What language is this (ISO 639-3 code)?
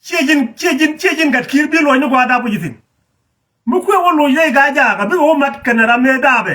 nus